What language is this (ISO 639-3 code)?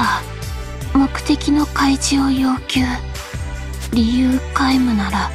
jpn